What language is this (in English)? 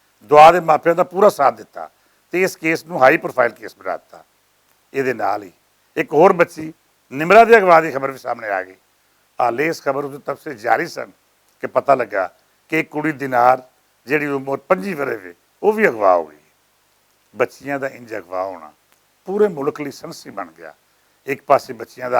Western Panjabi